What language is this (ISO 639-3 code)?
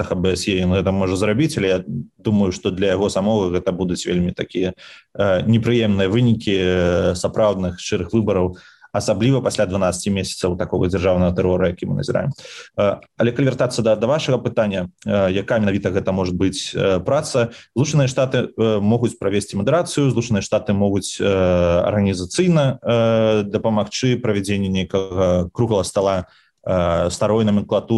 bel